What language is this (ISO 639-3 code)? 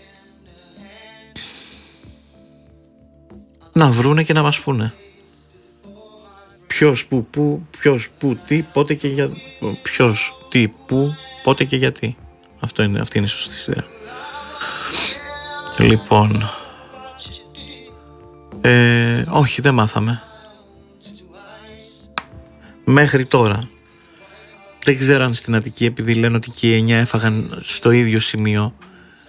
ell